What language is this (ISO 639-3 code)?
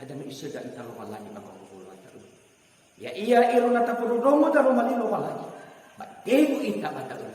nia